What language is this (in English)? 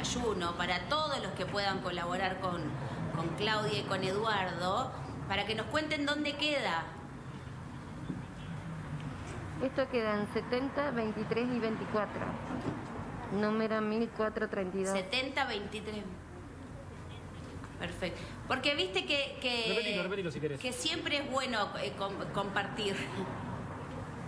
Spanish